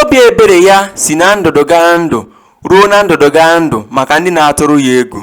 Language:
Igbo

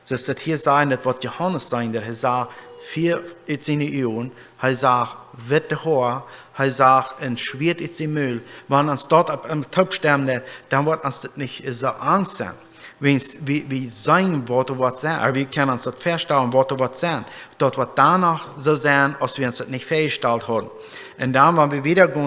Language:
Plautdietsch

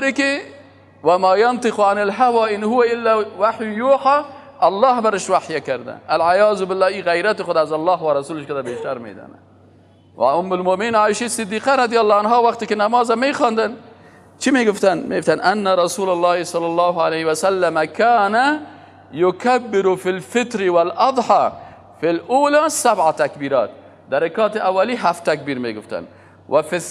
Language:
Persian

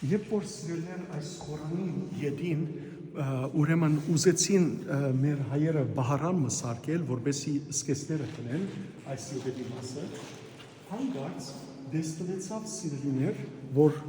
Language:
Western Armenian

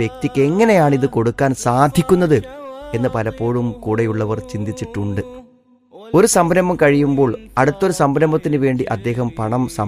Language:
Malayalam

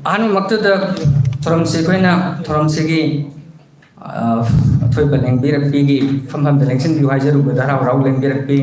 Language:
Manipuri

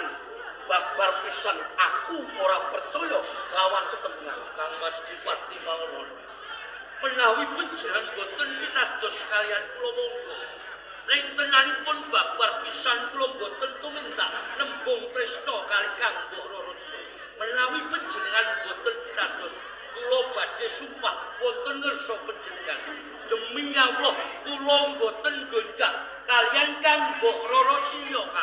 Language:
Javanese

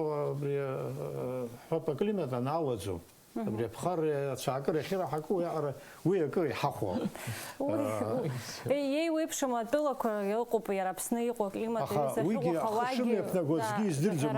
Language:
Abkhazian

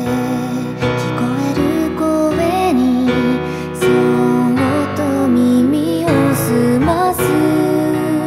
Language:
Japanese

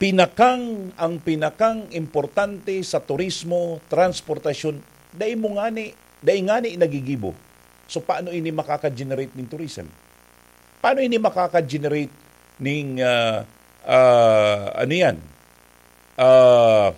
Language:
Bikol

